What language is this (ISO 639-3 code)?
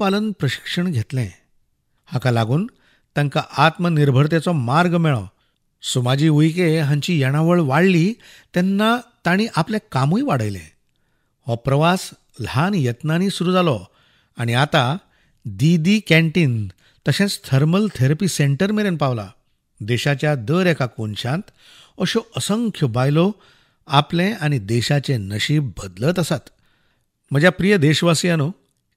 kok